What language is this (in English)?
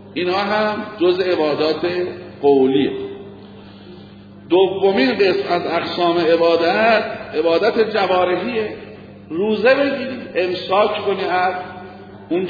Persian